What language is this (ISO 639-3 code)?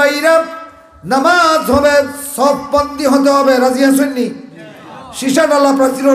syl